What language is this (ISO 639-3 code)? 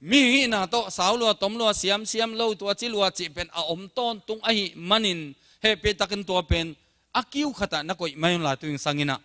ctd